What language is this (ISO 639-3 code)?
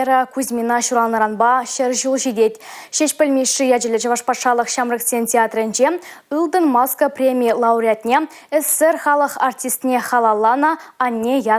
chv